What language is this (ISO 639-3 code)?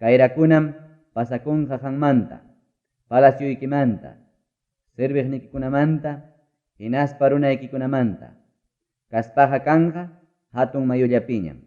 quy